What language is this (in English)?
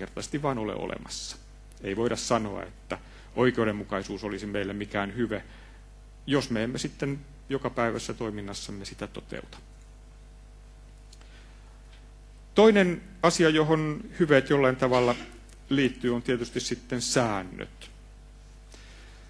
Finnish